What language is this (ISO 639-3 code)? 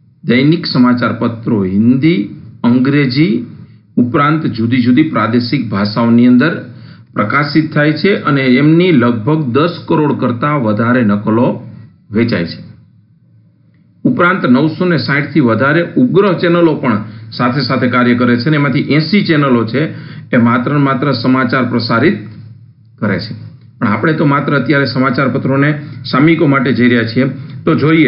guj